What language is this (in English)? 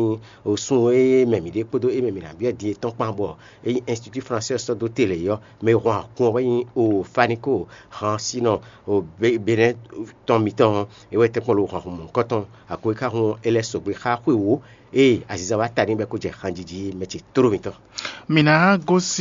Fon